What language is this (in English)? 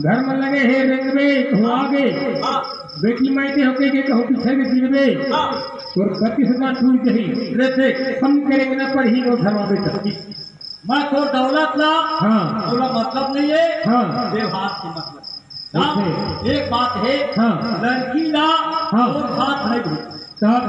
Chhattisgarhi